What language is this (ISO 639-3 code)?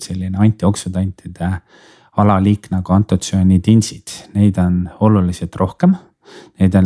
est